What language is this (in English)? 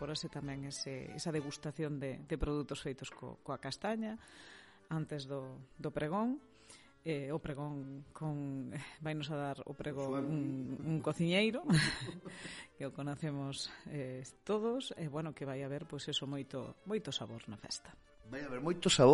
Galician